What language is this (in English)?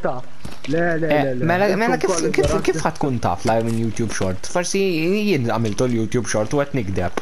Maltese